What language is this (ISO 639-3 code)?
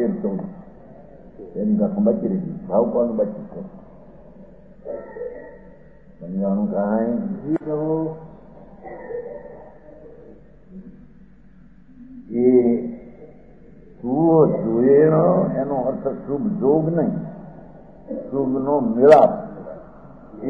guj